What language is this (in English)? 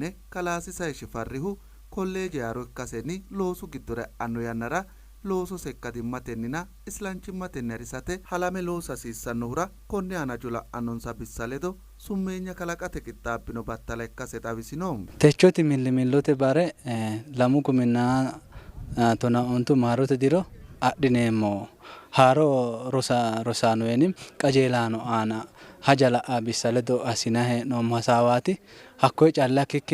Sidamo